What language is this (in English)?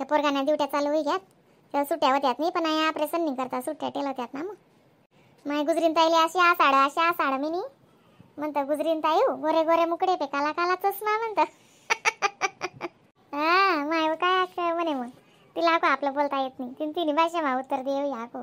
Khandesi